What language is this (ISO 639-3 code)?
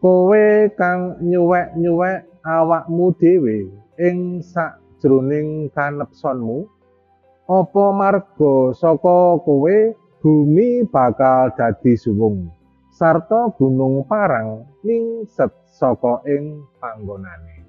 jav